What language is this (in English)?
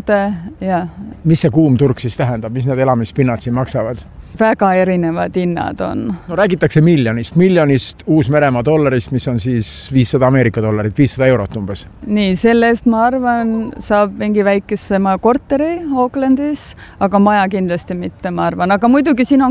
Estonian